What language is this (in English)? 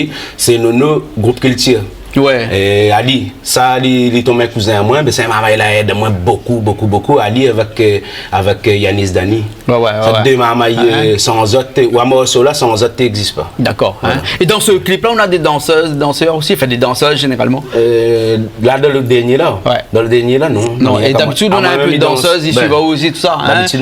Réunion Creole French